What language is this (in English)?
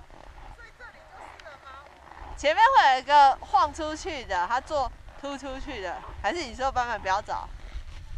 Chinese